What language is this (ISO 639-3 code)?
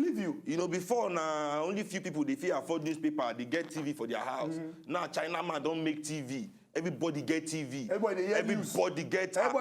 pcm